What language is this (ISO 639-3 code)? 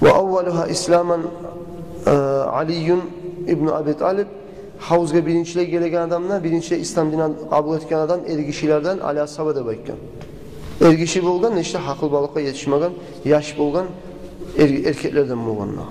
kum